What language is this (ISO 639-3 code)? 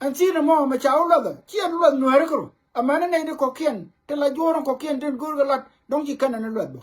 nus